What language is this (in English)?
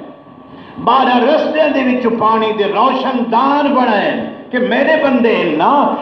Saraiki